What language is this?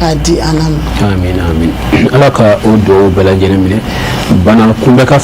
Bambara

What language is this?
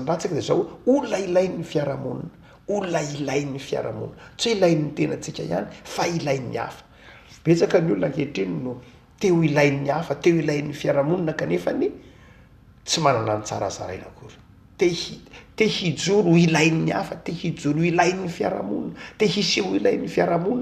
Malagasy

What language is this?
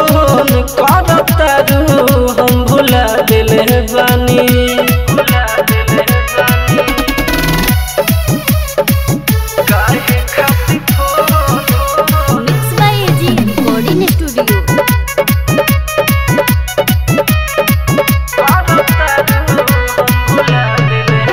Bhojpuri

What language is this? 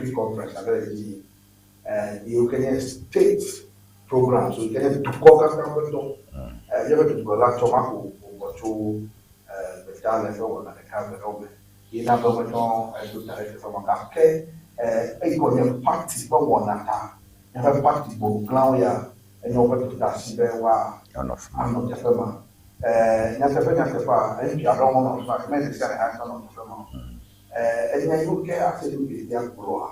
Ewe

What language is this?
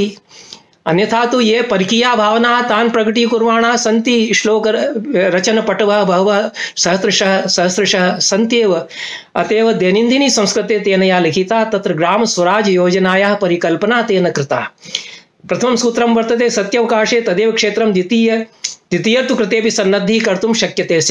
Sanskrit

